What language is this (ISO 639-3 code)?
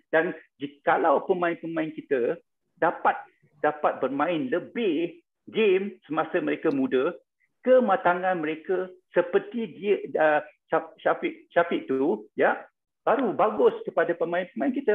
msa